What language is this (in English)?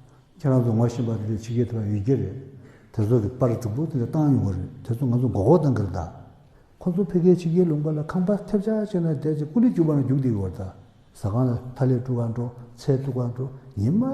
Tibetan